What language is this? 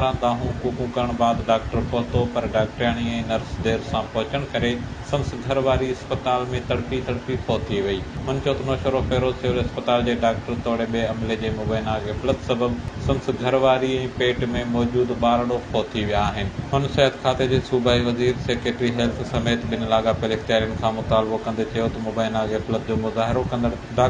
Sindhi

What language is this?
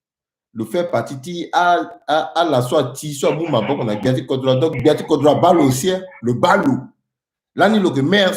Sango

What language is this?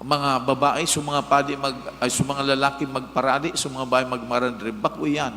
Bikol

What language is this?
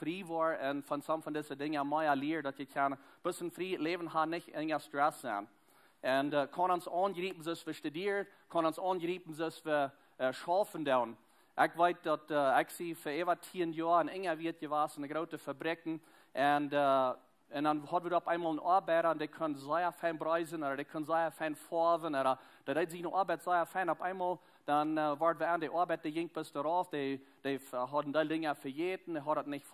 Plautdietsch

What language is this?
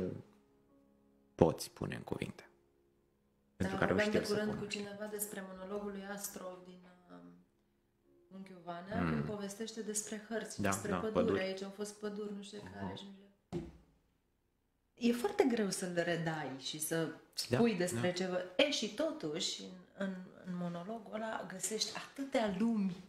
Romanian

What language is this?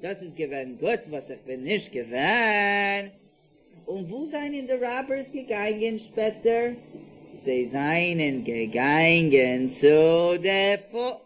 Yiddish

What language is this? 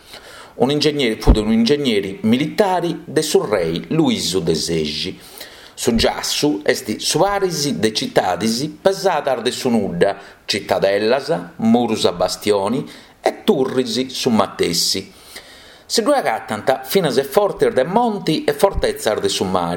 Sardinian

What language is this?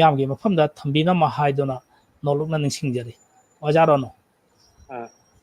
Manipuri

